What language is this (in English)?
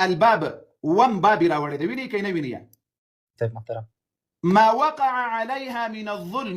Pashto